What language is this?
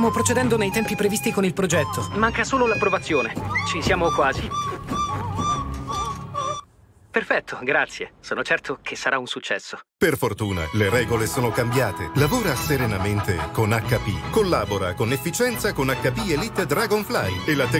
Italian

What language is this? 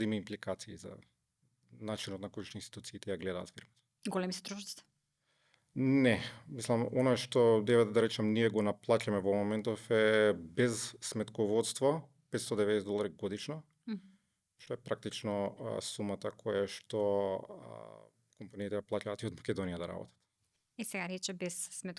Macedonian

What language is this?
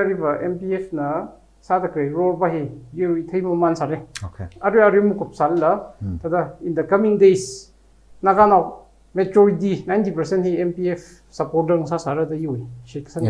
Tangkhul Naga (India)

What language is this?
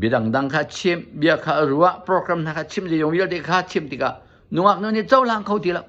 Hakha Chin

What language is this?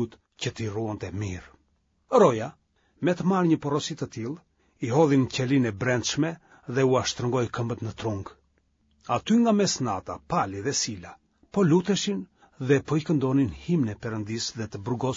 Albanian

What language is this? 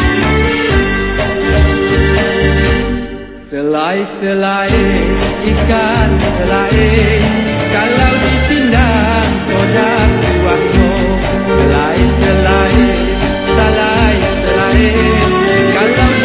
Indonesian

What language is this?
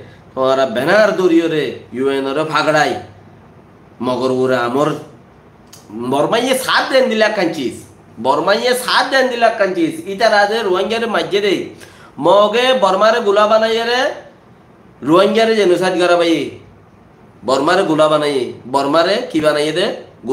Rohingya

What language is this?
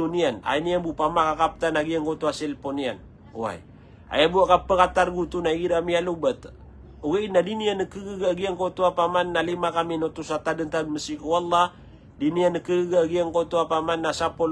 Maranao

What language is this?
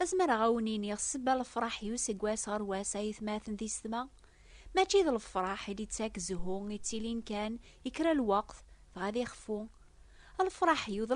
Kabyle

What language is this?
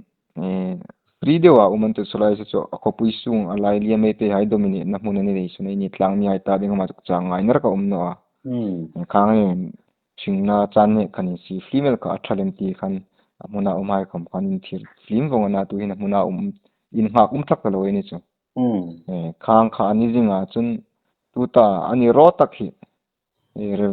Hmar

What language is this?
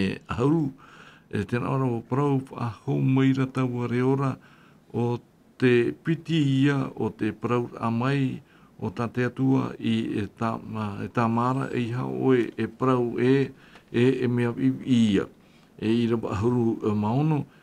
Tahitian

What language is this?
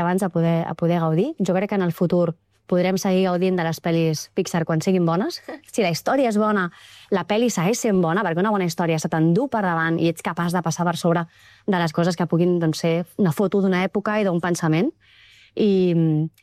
Catalan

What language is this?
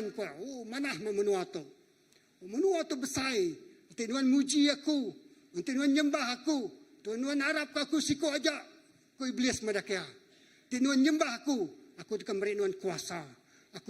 Iban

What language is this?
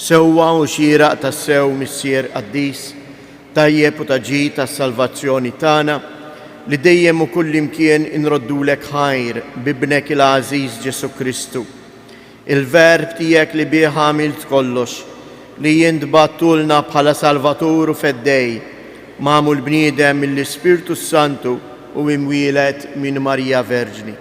Maltese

